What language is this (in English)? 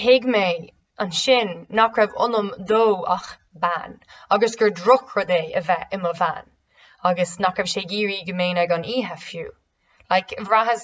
Irish